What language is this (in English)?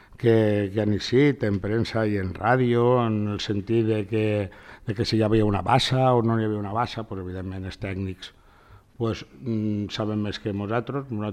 Catalan